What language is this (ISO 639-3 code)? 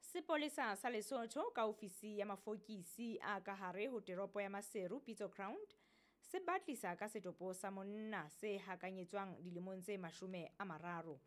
sot